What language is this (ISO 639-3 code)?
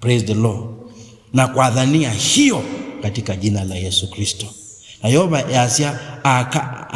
kam